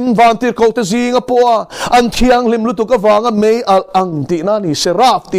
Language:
Mizo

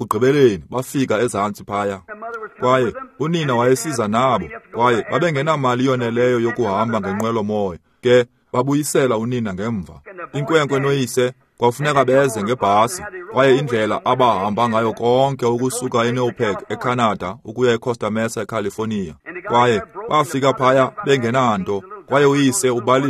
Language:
Xhosa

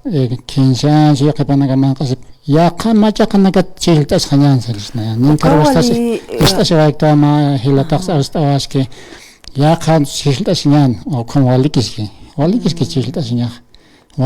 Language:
Aymara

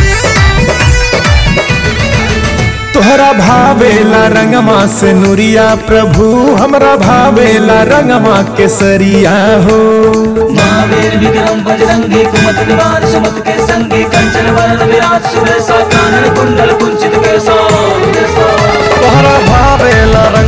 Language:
Bhojpuri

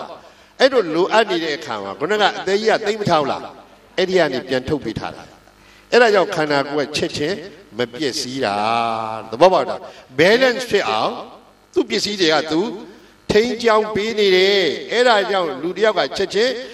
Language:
Burmese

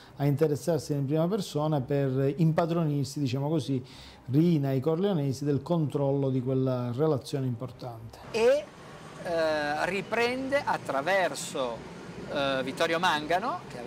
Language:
Italian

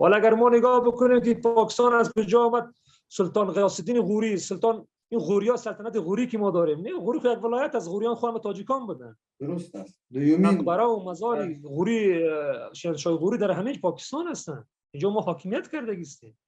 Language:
Persian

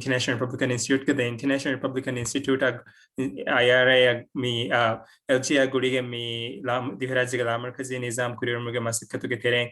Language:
Divehi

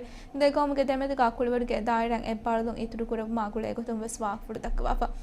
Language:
Divehi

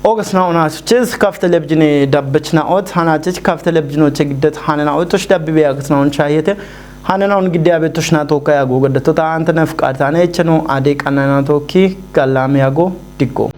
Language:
Kafa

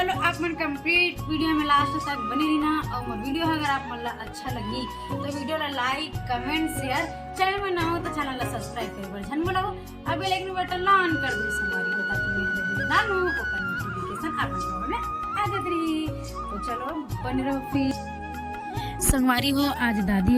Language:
Chhattisgarhi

